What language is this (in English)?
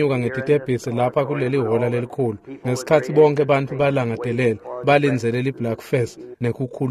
Swati